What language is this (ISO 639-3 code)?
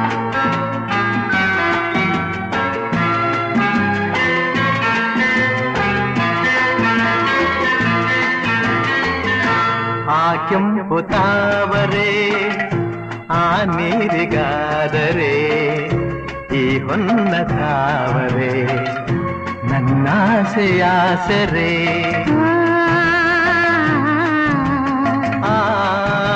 kan